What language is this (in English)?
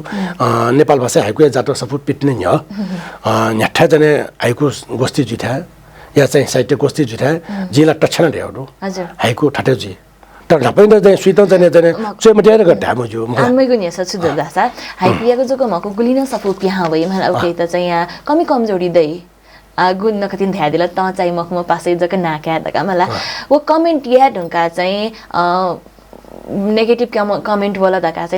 Newari